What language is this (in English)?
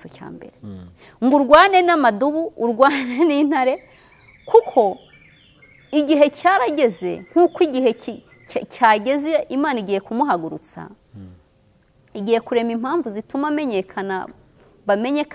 Kinyarwanda